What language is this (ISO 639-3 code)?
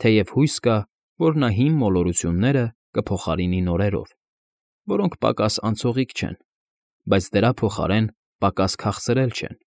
hye